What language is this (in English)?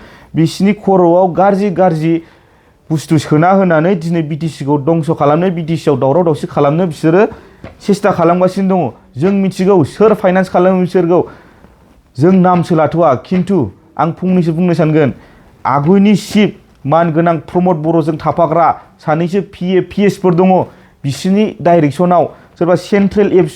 Bodo